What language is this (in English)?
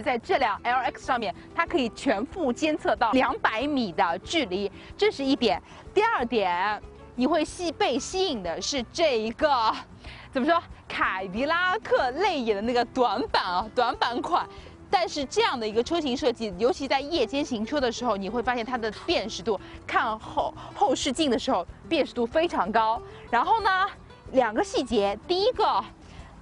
Chinese